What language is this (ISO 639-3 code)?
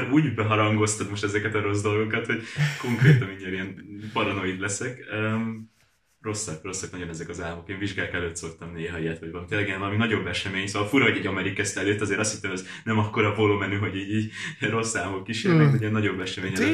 hun